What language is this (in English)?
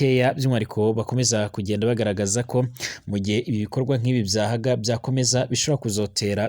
Rundi